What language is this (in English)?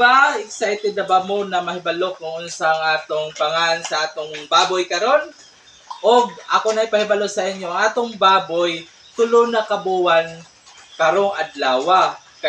Cebuano